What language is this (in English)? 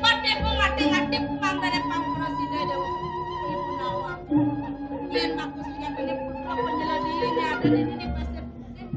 Balinese